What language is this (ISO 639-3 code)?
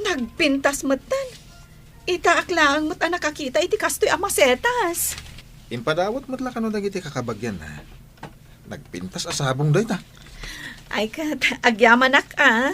ilo